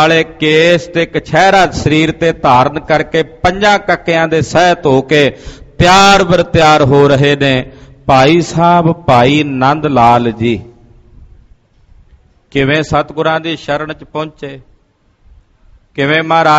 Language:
Punjabi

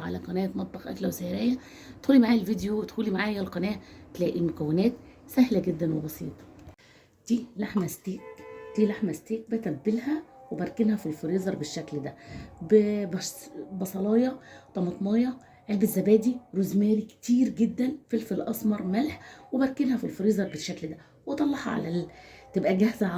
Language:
Egyptian Arabic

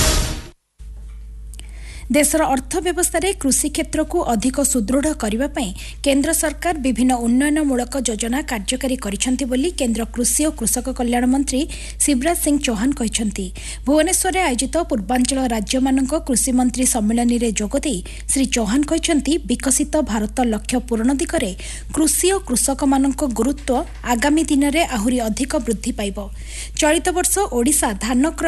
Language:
Odia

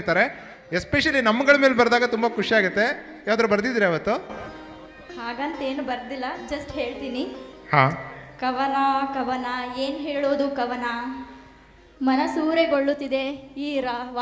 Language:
Kannada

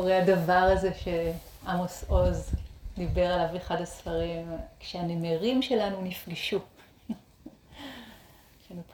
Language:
Hebrew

